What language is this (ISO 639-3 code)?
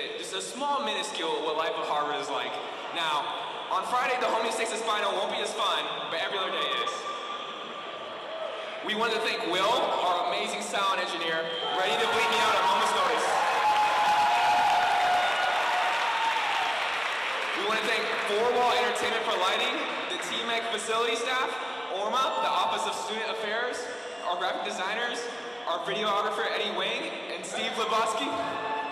eng